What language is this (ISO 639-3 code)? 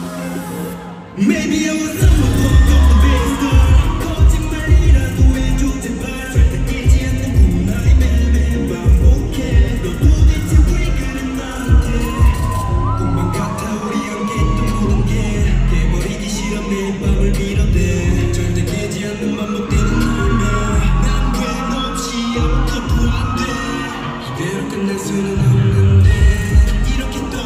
kor